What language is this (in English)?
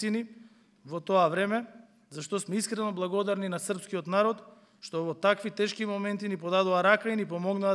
Macedonian